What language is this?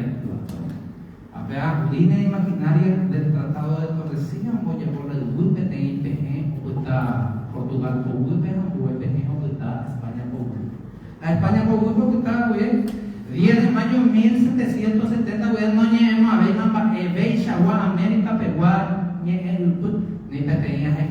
Guarani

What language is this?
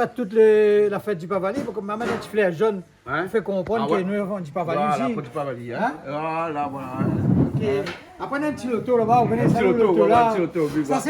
Réunion Creole French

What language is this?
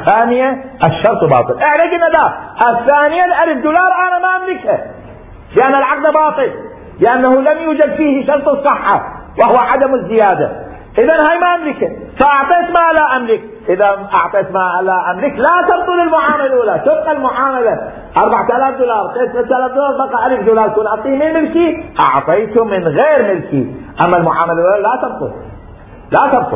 Mesopotamian Arabic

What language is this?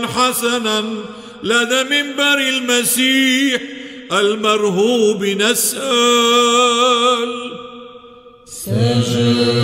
Arabic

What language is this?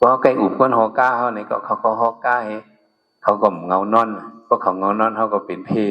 Shan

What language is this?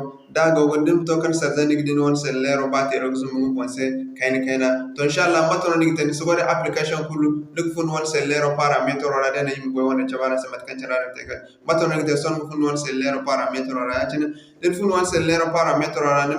Zarma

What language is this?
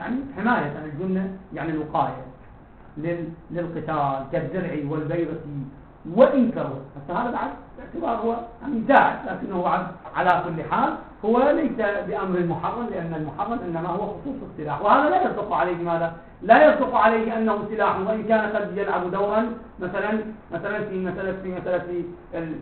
Arabic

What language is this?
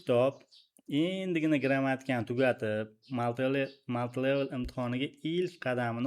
Uzbek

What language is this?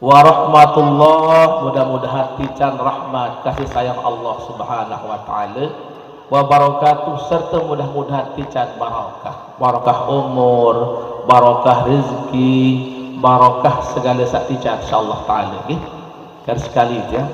Sasak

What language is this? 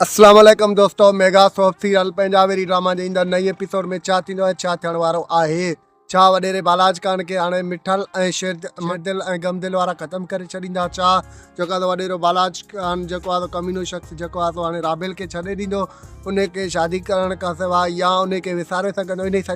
Sindhi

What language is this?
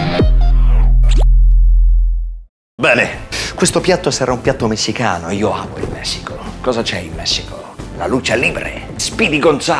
Italian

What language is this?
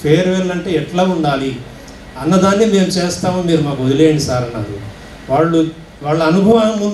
Telugu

